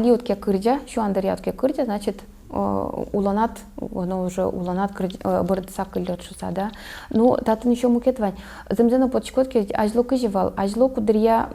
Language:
Udmurt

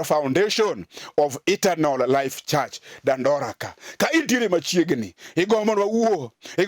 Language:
Luo (Kenya and Tanzania)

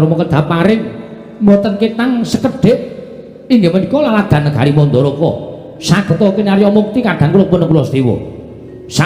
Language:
Javanese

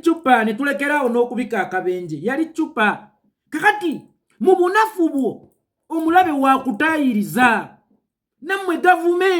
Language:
Ganda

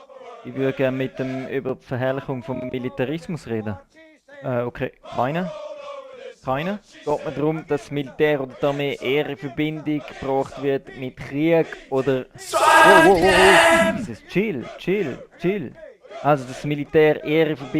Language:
Swiss German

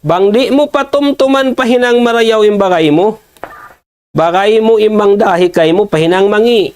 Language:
Tausug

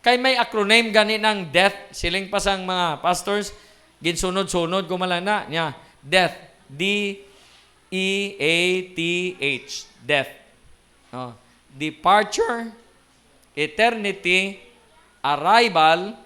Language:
Hiligaynon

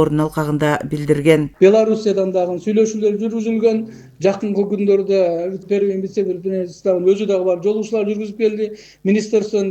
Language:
Kyrgyz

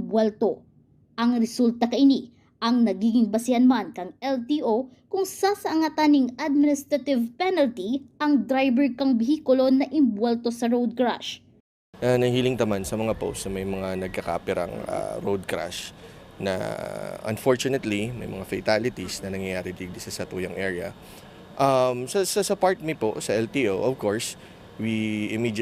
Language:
Bikol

